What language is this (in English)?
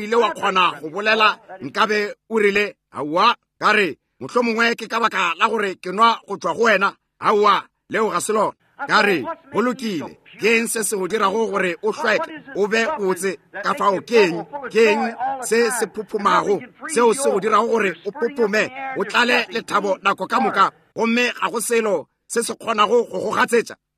Northern Sotho